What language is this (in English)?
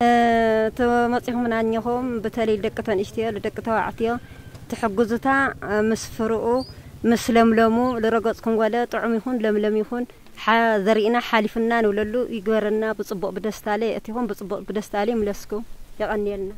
Tigrinya